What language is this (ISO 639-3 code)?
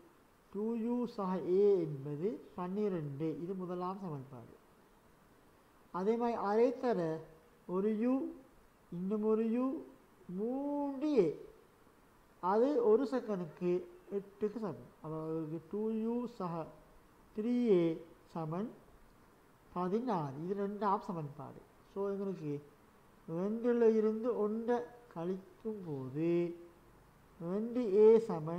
tam